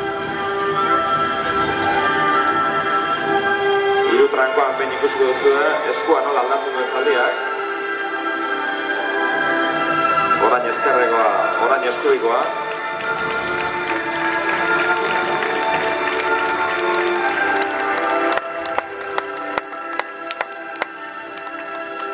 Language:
Basque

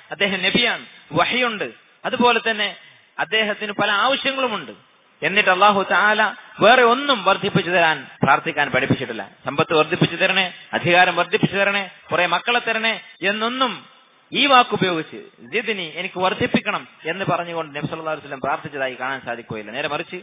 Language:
Malayalam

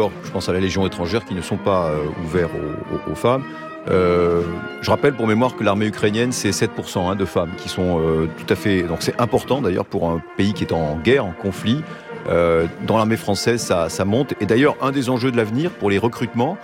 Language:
French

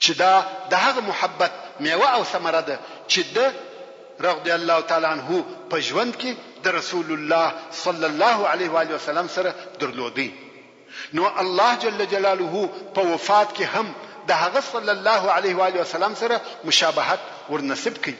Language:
Pashto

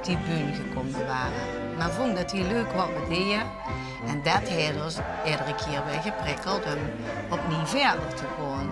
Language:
Limburgish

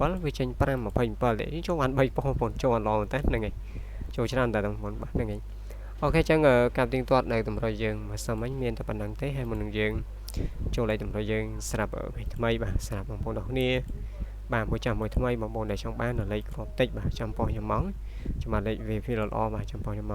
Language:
Khmer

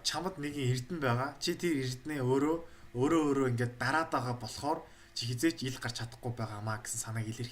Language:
Mongolian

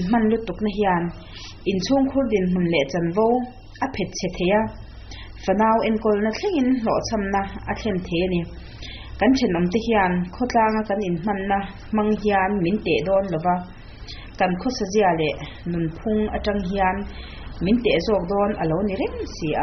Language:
Mizo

